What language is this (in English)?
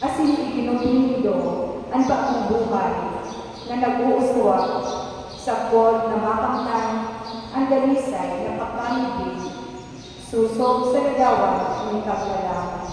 Bikol